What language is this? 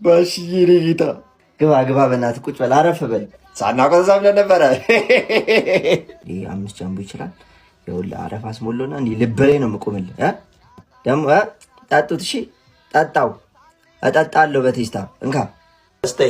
Amharic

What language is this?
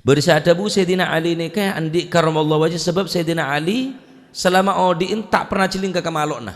Madurese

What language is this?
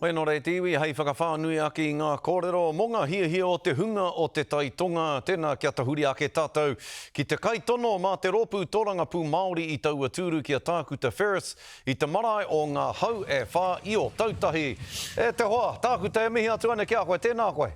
Māori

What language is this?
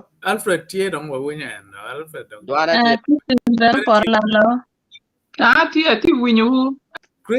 Acoli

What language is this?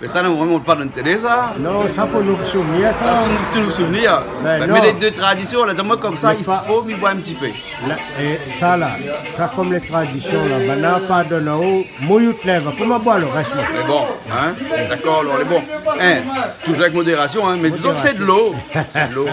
Réunion Creole French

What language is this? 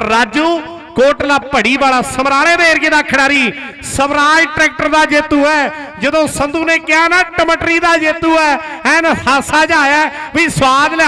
Punjabi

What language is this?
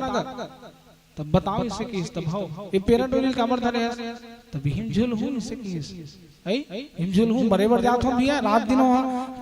Chhattisgarhi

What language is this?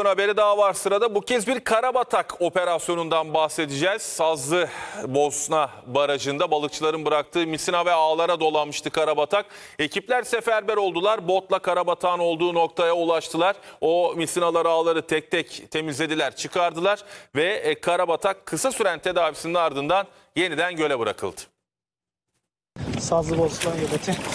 Turkish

